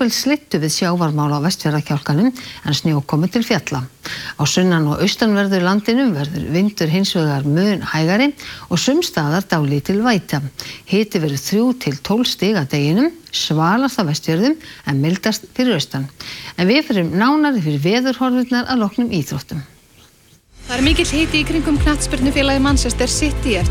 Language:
Icelandic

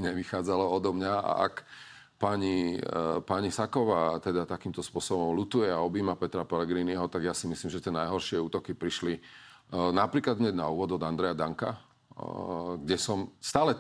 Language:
Slovak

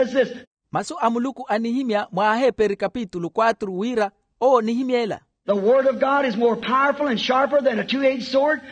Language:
Makhuwa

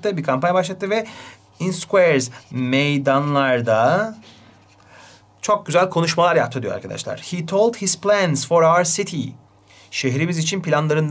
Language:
Turkish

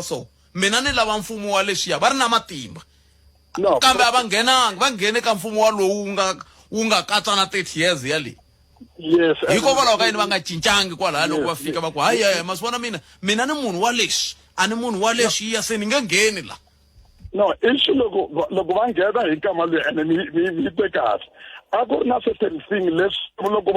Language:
Tsonga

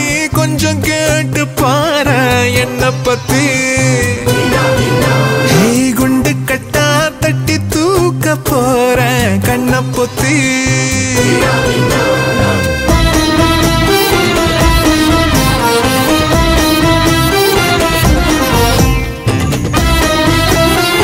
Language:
Tamil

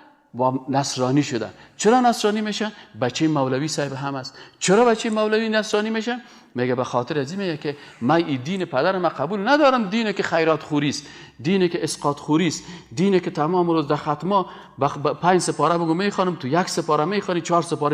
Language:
Persian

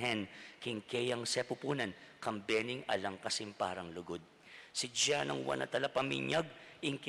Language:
Pampanga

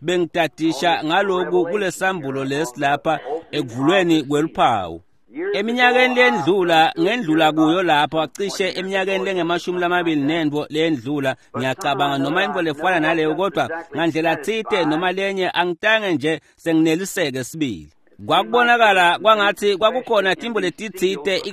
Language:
Swati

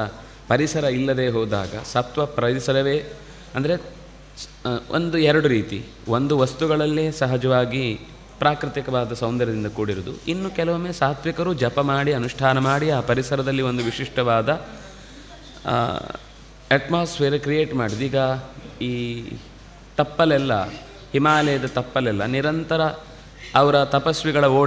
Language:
Kannada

